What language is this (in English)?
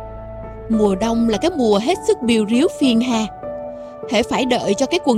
Vietnamese